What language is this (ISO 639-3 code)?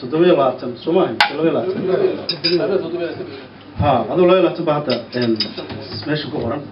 som